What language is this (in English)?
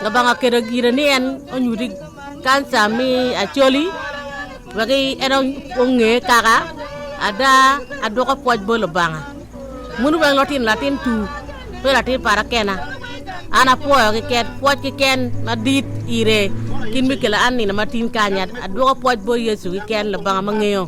Acoli